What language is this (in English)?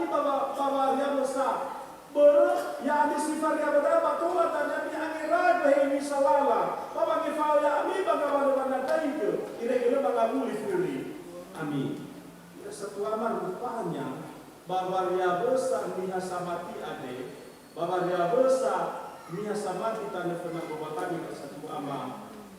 Nias